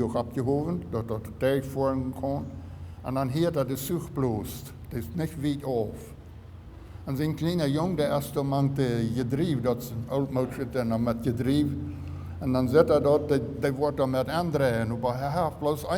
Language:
Plautdietsch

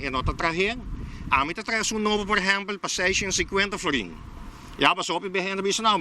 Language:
Papiamento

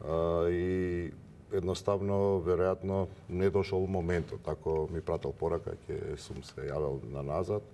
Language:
Macedonian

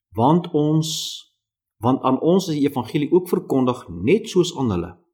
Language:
Afrikaans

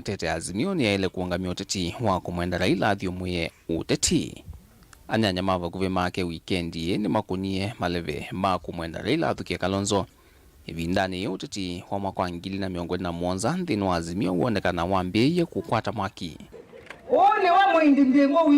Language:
Kamba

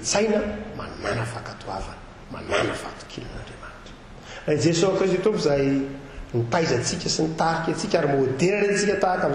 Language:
Malagasy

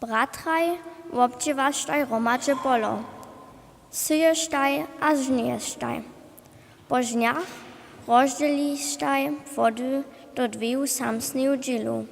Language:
Upper Sorbian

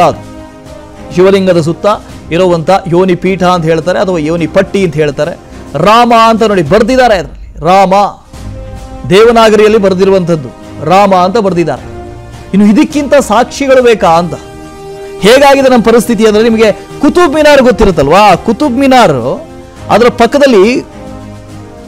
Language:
Kannada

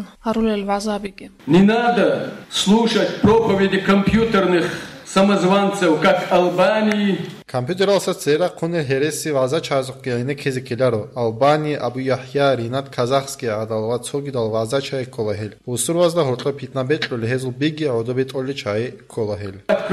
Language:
Avaric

